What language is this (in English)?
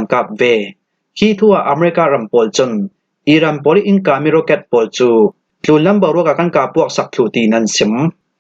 Falam Chin